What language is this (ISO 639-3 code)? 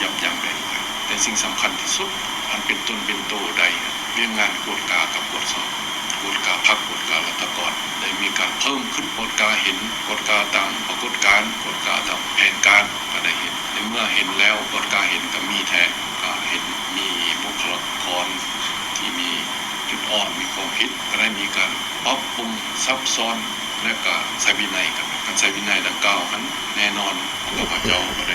lao